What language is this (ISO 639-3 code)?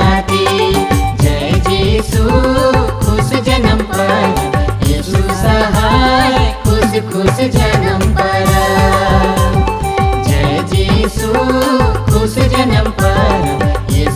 sck